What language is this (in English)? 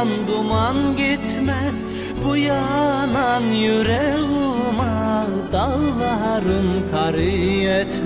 Turkish